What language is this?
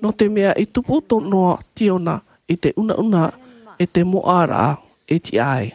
Tahitian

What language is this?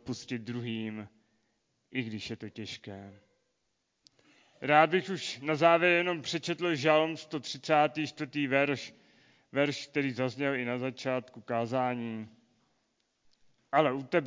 Czech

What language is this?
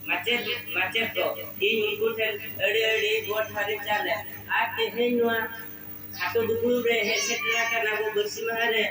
Santali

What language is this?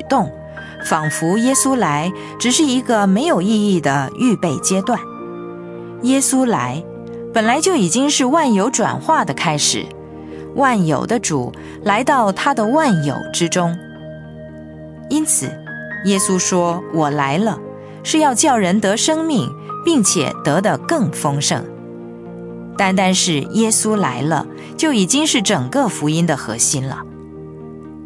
Chinese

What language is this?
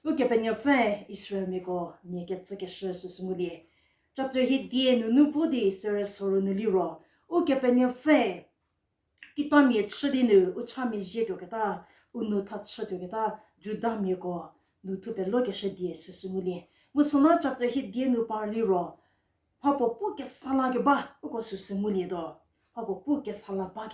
Angami Naga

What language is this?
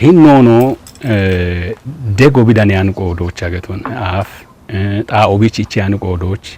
Kafa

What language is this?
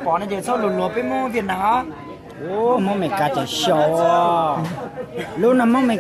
Hmong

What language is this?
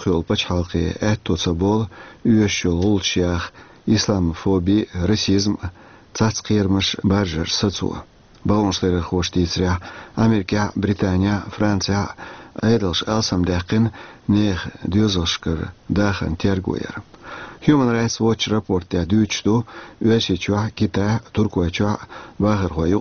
Chechen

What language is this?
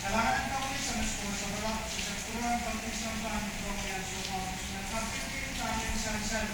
Pohnpeian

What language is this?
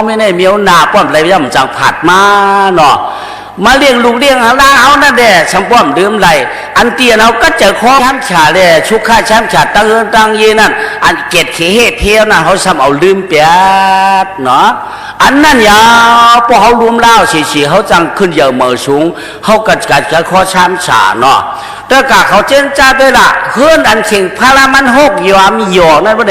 Shan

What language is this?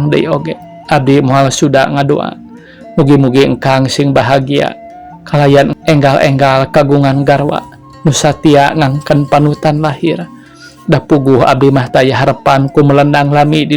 Sundanese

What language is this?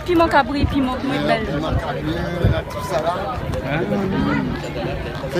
Réunion Creole French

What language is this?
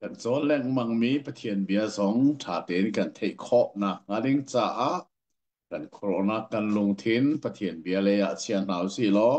Hakha Chin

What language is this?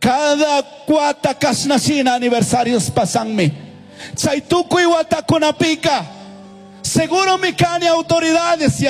Chimborazo Highland Quichua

